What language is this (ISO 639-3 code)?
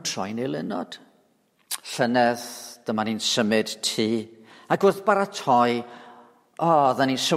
cym